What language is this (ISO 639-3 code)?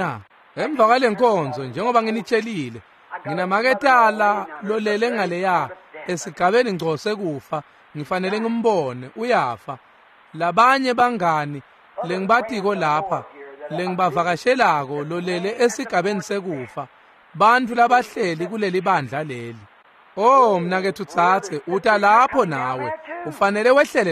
ssw